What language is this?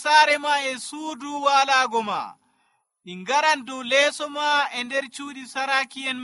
Nigerian Fulfulde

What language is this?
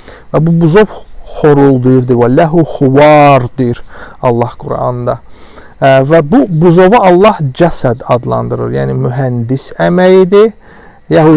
Azerbaijani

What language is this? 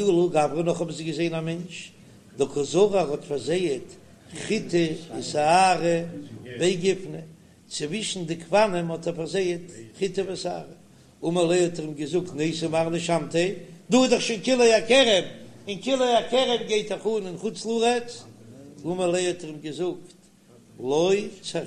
Yiddish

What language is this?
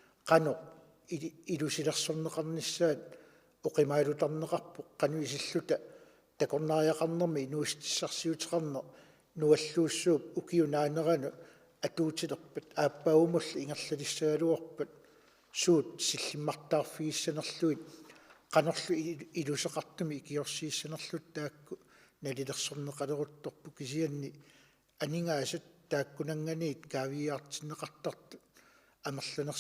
Kalaallisut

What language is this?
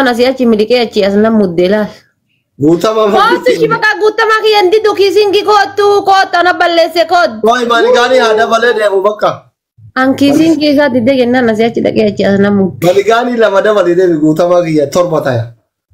Oromo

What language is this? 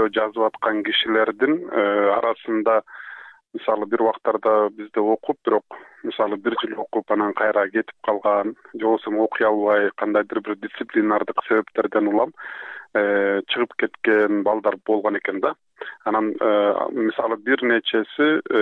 Kyrgyz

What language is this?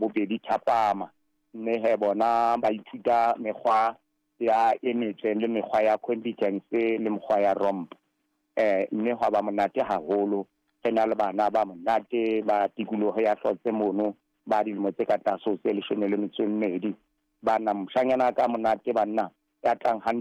Southern Sotho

